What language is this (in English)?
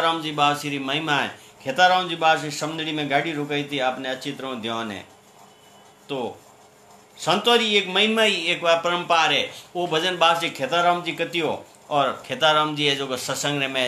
Hindi